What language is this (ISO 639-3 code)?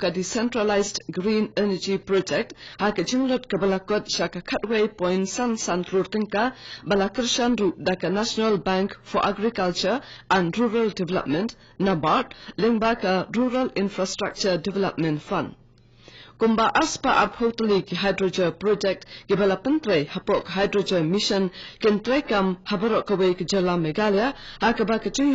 kha